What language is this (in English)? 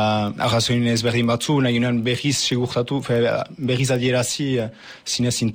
Basque